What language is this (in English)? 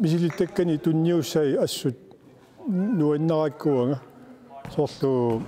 Kalaallisut